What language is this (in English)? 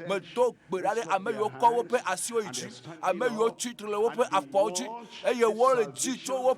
Ewe